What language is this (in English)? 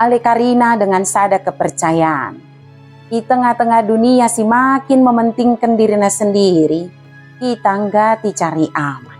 Batak Dairi